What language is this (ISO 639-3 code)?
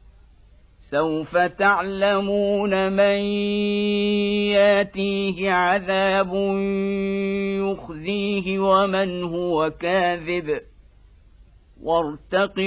ara